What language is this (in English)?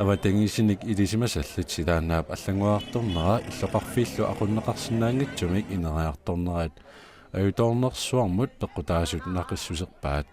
Kalaallisut